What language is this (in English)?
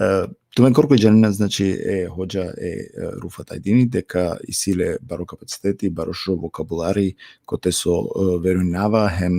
Balkan Romani